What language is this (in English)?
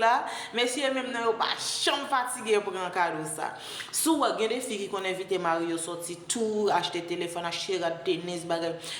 Haitian Creole